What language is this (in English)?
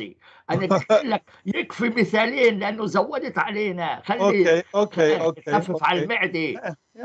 North Levantine Arabic